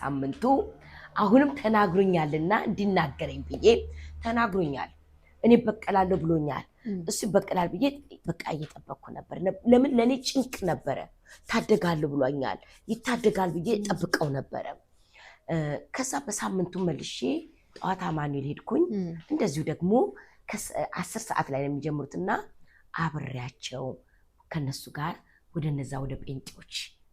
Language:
Amharic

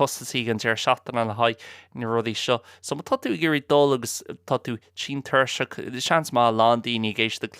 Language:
Irish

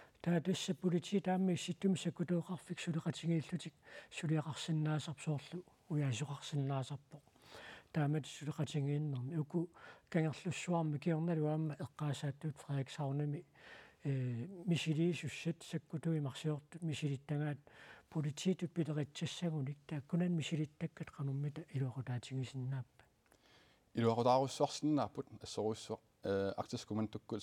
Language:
Kalaallisut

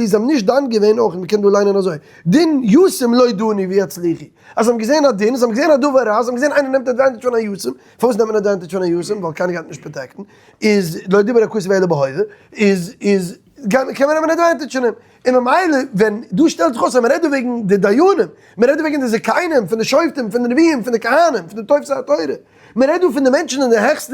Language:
Yiddish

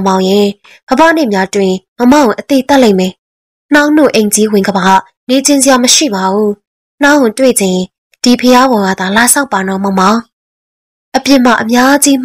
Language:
Burmese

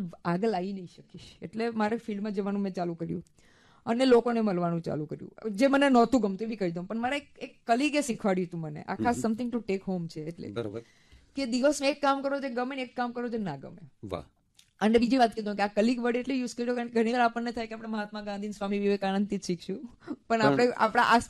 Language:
Gujarati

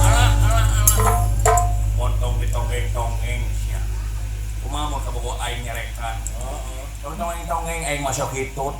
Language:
Sundanese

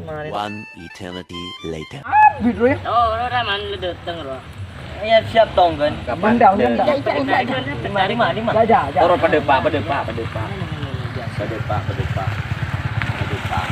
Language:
Madurese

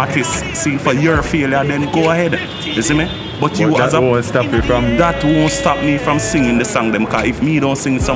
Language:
Jamaican Creole English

